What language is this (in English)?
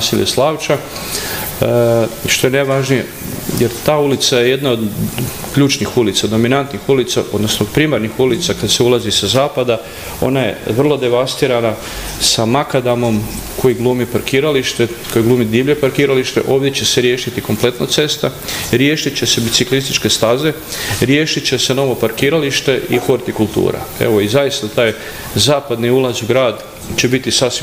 Croatian